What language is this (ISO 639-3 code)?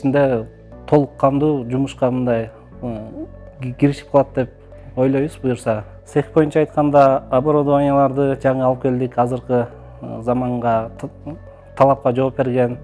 kir